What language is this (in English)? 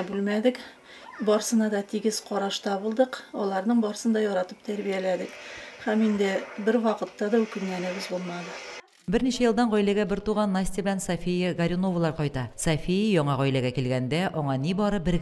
Tatar